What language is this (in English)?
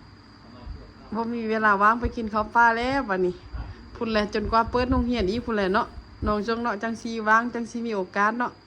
Lao